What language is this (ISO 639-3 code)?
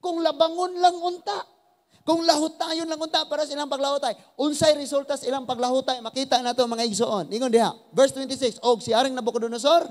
ceb